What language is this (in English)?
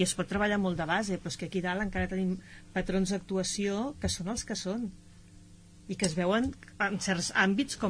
Catalan